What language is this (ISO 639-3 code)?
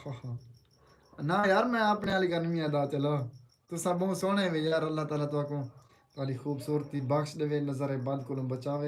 skr